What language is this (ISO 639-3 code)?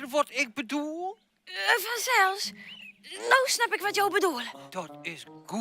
fry